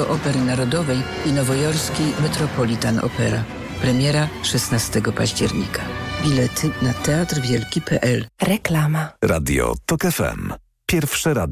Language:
Polish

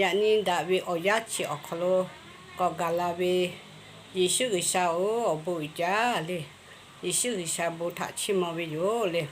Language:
Lahu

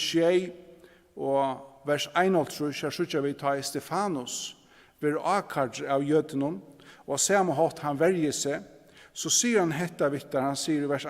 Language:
Faroese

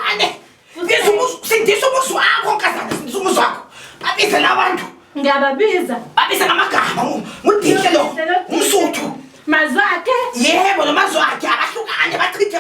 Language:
Zulu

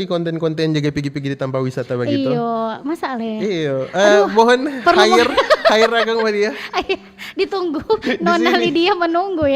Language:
Manado Malay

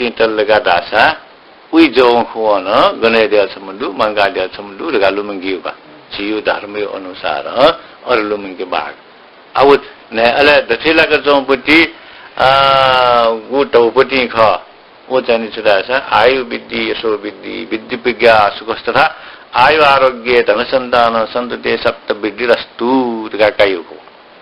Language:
Newari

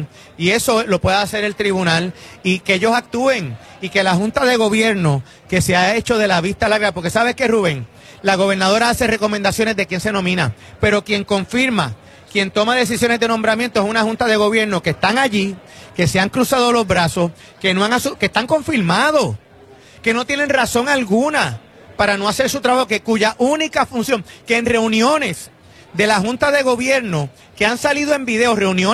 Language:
Spanish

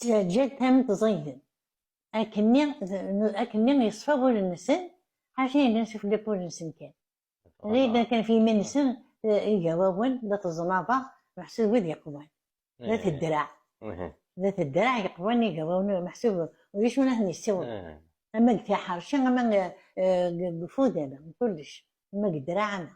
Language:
Kabyle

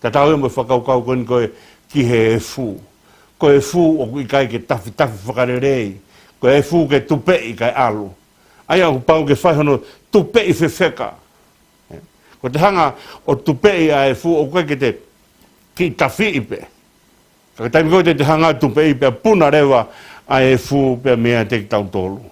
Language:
Tongan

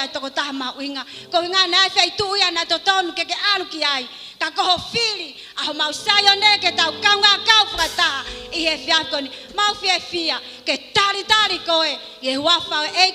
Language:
Tongan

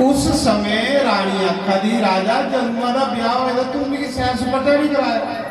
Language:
Dogri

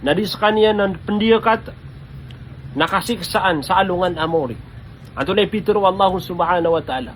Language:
Maranao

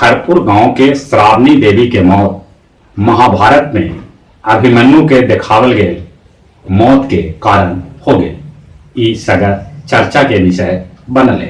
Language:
Magahi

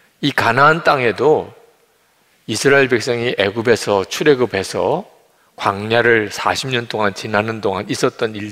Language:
Korean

